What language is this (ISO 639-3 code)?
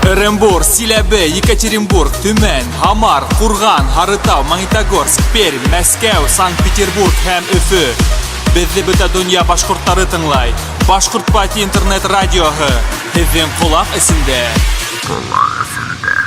bak